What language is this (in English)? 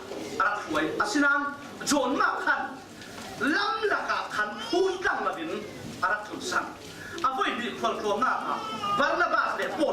Falam Chin